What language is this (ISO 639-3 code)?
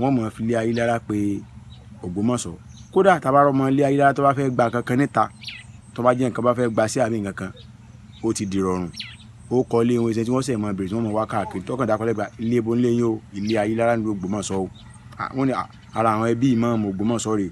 yor